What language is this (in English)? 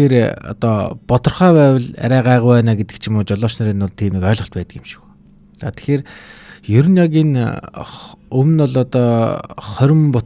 Mongolian